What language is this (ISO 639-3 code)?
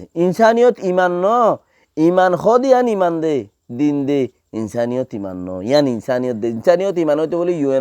rhg